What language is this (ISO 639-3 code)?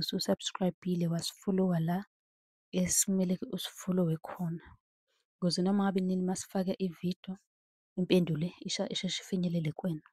zul